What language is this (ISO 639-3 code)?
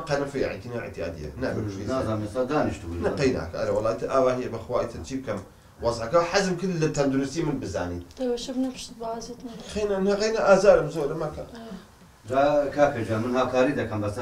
ckb